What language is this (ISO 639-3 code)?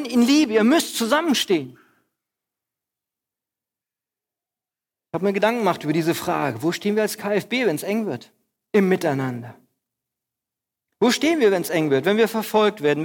deu